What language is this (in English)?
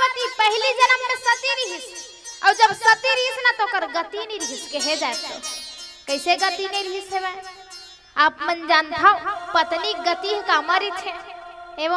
Chhattisgarhi